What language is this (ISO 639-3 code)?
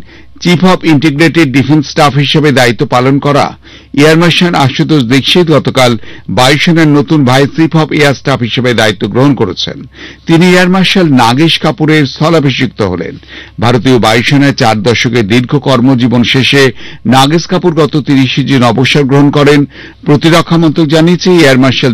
ben